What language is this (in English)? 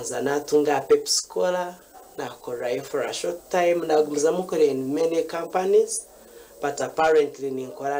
Nyankole